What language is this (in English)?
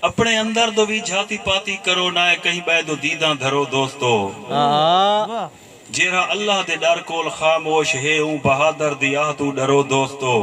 Saraiki